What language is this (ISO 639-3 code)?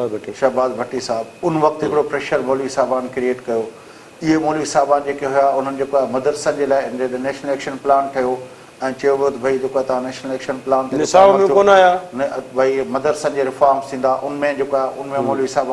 snd